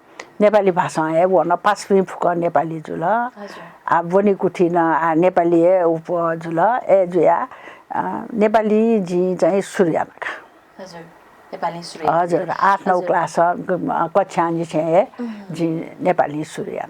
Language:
Newari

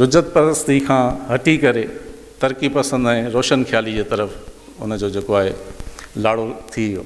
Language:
Sindhi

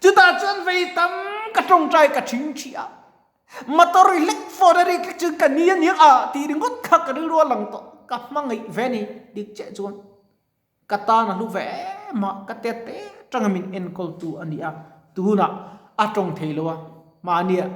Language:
Mizo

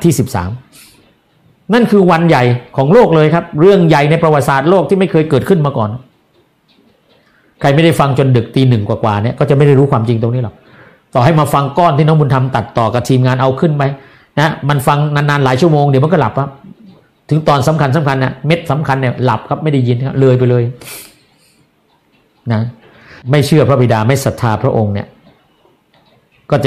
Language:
Thai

